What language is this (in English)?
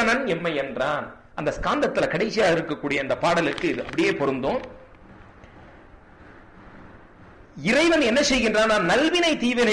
Tamil